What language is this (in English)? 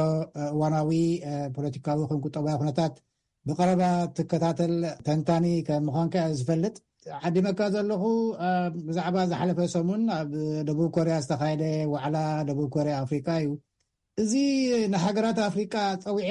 Tigrinya